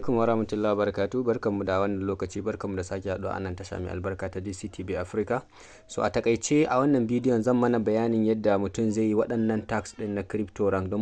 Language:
Hausa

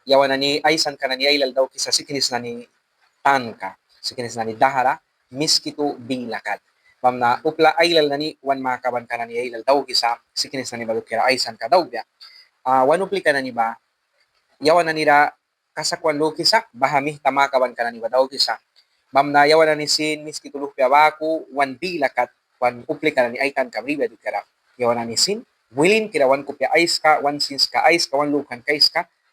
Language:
Mískito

